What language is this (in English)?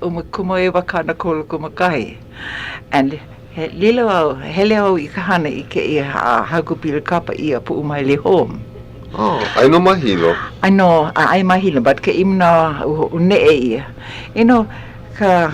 Hawaiian